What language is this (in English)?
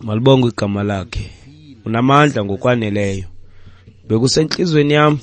Xhosa